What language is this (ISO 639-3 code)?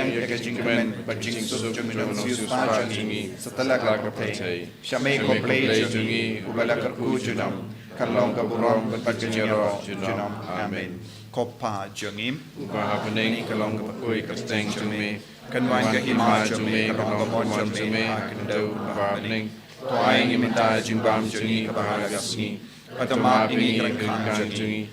kha